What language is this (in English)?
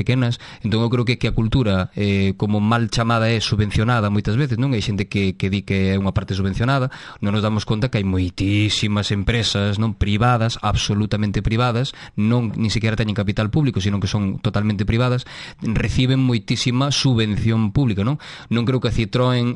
Galician